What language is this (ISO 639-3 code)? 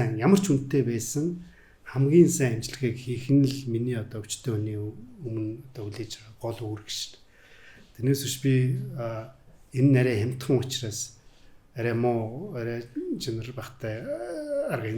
mon